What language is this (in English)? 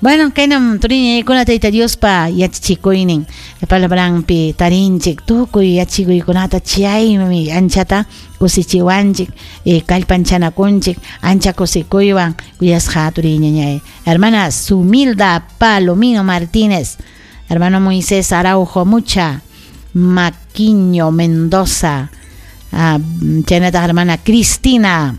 Ayacucho Quechua